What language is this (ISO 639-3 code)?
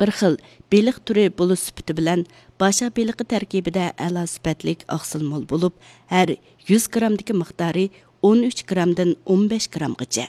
uig